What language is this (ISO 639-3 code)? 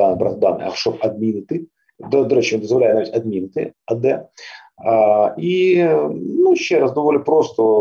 ukr